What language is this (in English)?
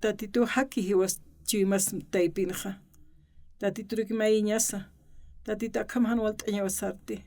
Aymara